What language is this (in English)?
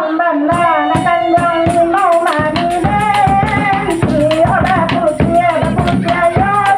Minangkabau